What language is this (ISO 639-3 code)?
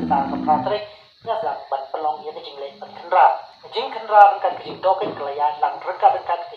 kha